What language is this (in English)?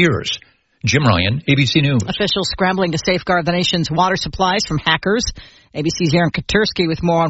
English